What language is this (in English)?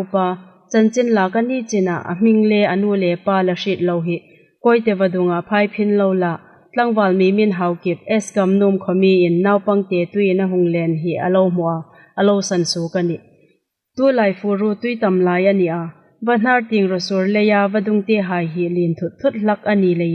Hmar